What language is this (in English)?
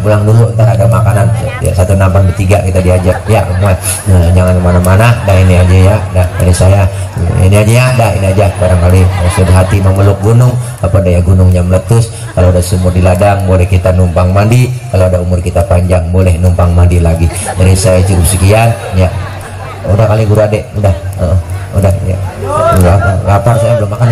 Betawi